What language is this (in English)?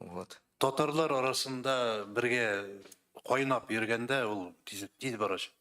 Tatar